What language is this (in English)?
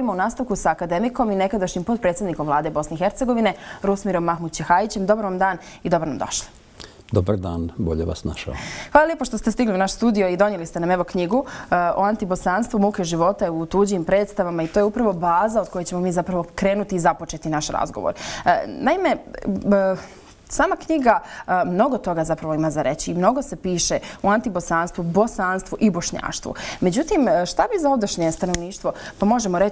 Bosnian